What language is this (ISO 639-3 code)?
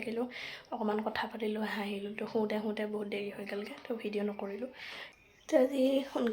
asm